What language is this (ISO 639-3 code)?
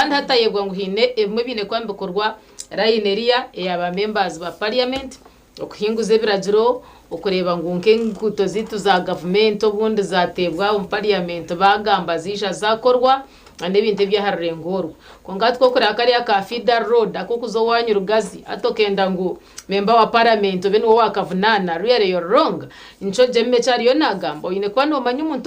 nyn